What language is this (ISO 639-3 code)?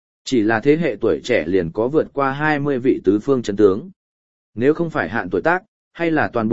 vie